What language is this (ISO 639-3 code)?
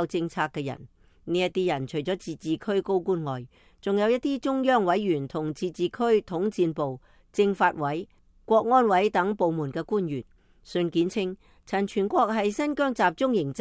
yue